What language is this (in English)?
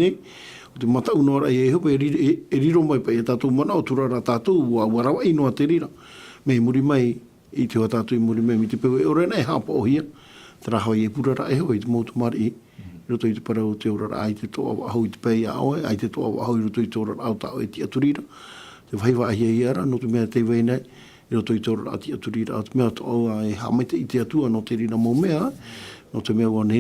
Tahitian